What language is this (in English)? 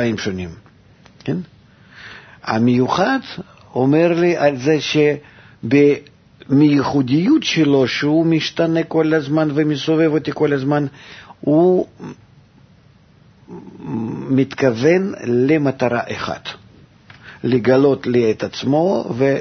Hebrew